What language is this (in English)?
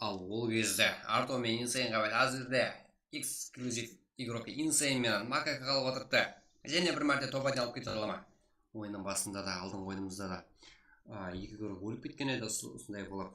Kara-Kalpak